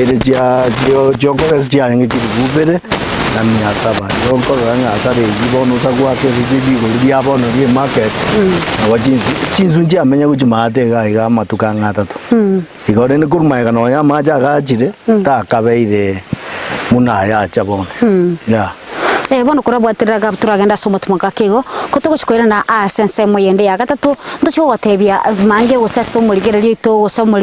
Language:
Gusii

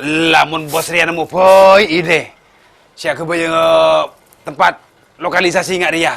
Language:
Madurese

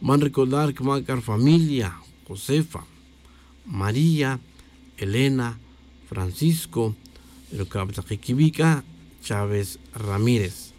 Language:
Tz'utujil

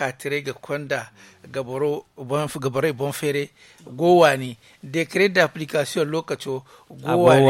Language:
Zarma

